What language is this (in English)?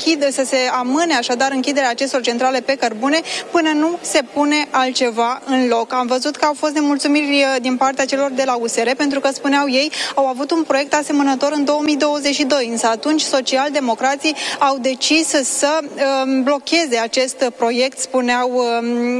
Romanian